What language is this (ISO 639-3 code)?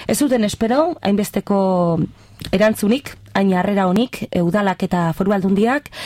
eus